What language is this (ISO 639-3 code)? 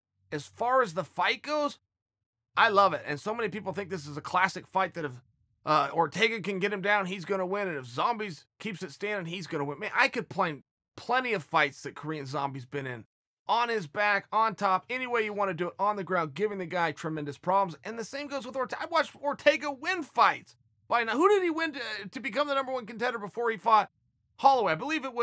eng